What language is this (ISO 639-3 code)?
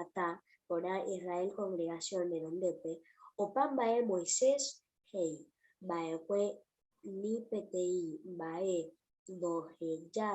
grn